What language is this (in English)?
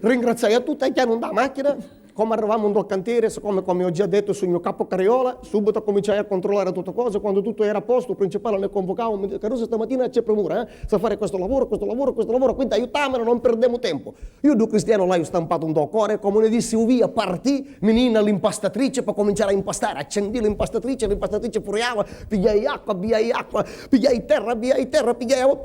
Sicilian